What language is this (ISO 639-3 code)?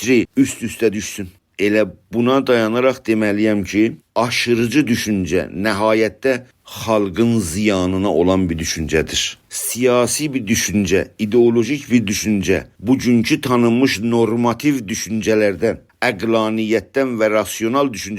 azb